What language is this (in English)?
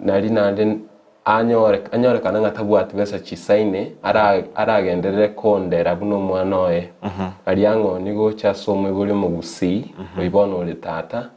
Gusii